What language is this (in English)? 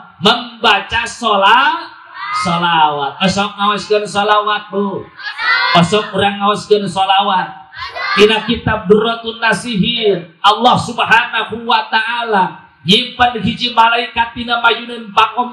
Sundanese